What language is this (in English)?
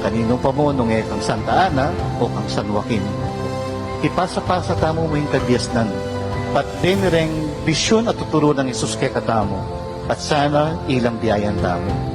Pampanga